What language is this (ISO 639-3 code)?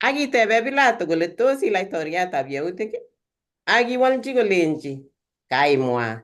kln